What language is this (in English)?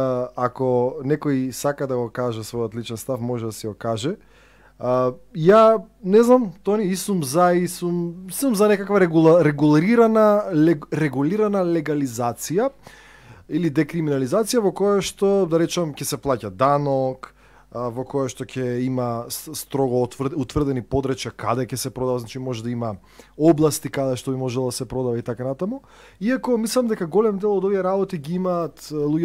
Macedonian